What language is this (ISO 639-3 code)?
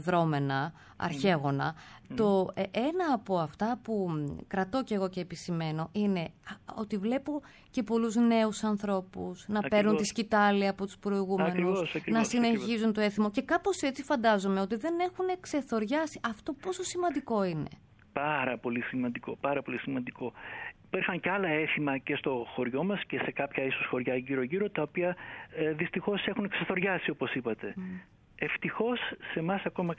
ell